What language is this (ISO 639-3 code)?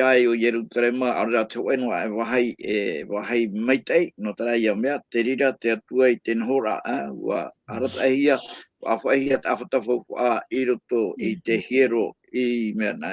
tah